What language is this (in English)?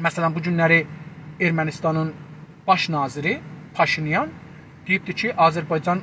South Azerbaijani